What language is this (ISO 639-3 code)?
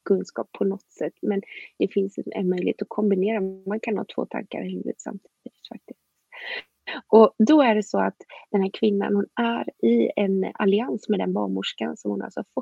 swe